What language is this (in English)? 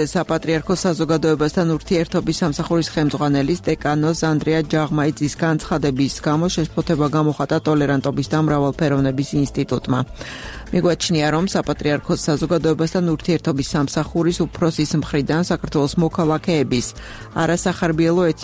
Georgian